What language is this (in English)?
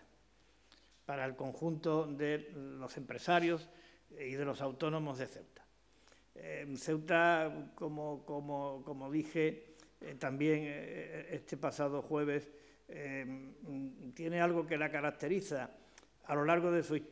Spanish